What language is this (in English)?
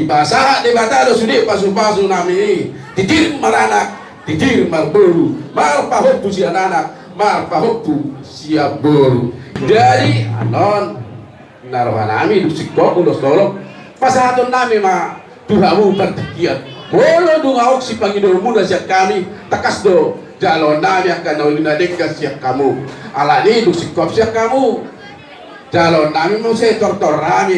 Batak Toba